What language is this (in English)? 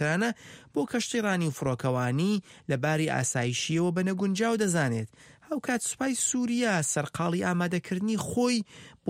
Central Kurdish